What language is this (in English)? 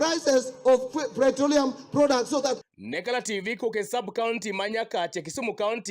Luo (Kenya and Tanzania)